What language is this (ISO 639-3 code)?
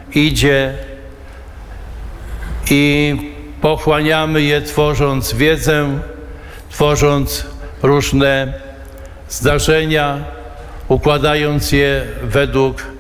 pol